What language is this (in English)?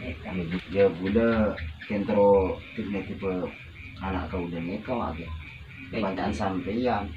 Madurese